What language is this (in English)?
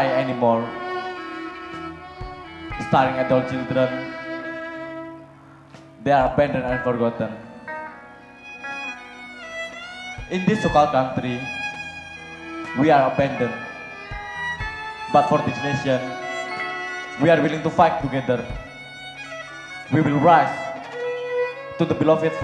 Indonesian